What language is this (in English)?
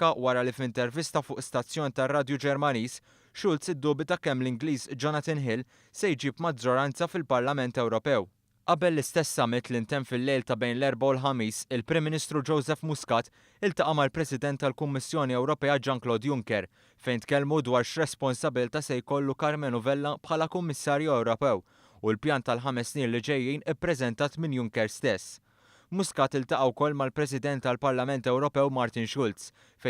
Maltese